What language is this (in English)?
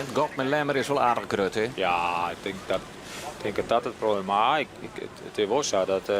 Western Frisian